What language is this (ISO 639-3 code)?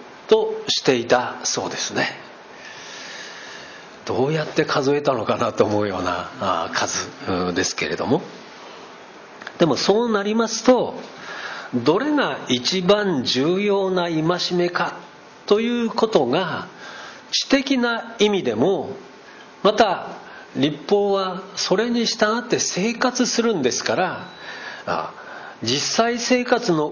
jpn